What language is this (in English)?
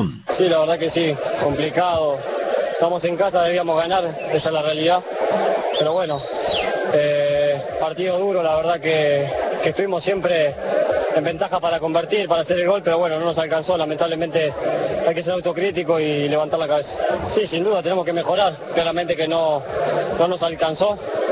Spanish